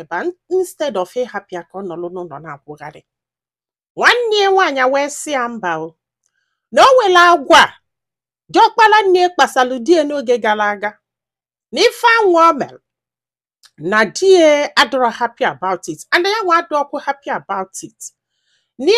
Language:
Igbo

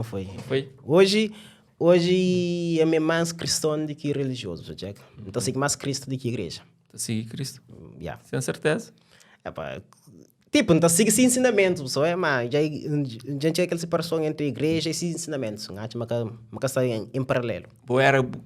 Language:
Kabuverdianu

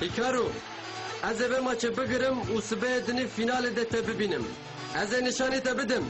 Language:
Kurdish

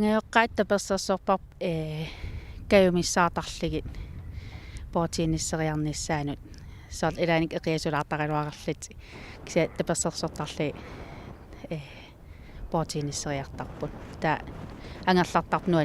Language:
Kalaallisut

